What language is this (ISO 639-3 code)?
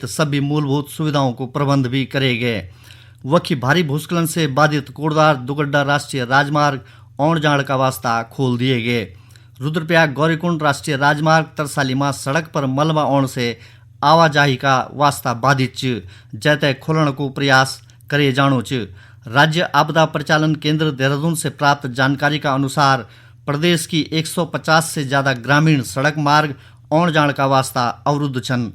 gbm